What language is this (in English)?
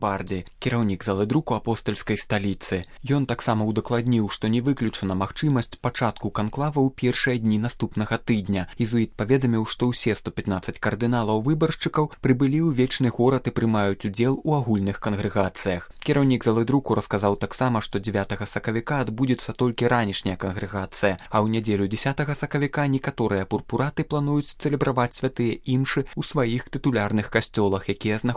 Belarusian